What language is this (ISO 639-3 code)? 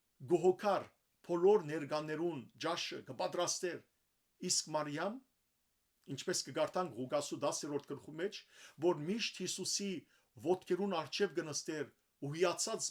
hyw